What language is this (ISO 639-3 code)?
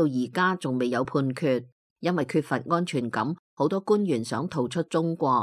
yue